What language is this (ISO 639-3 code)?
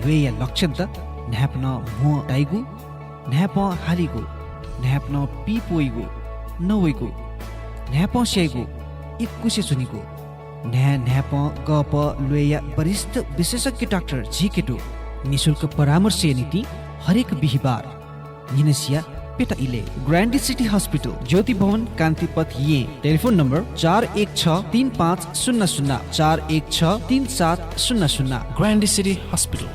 new